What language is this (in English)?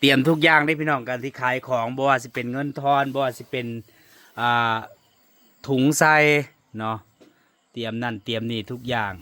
Northeastern Thai